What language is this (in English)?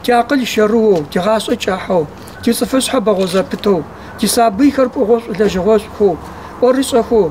Kabardian